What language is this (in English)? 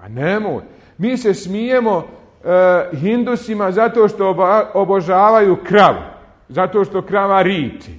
Bosnian